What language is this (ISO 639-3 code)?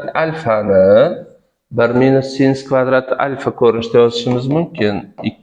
uzb